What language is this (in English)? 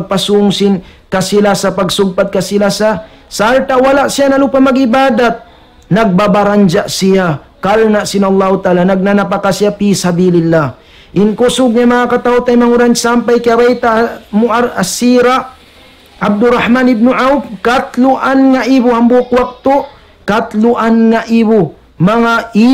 Tausug